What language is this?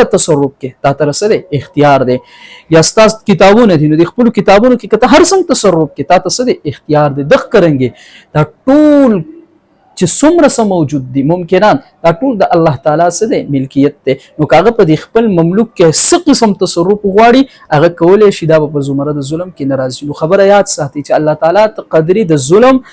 Pashto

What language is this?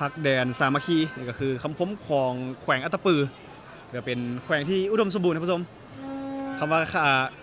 Lao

